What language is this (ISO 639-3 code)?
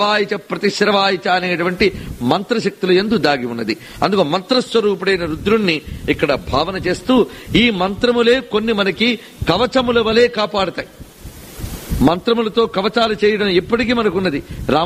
tel